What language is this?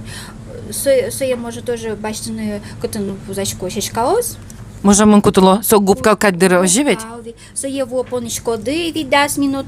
Udmurt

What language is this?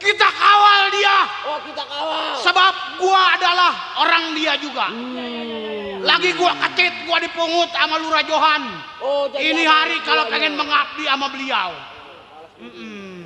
Betawi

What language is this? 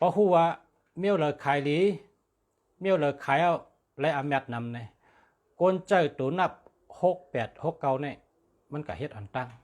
Shan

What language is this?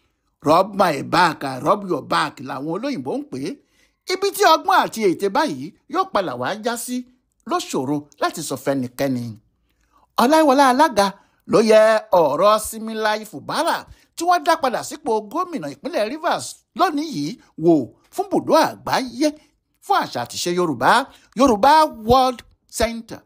Yoruba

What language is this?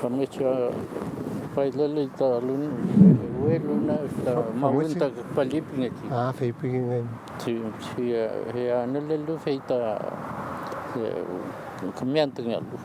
Mapuche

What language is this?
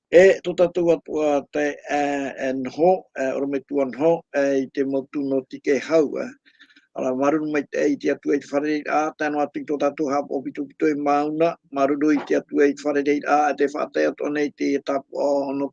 Tahitian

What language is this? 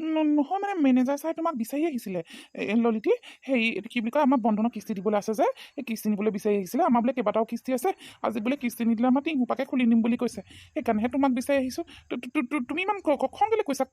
Assamese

